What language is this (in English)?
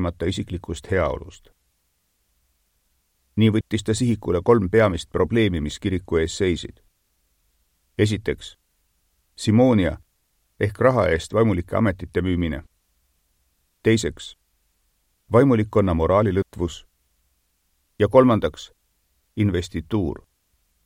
Estonian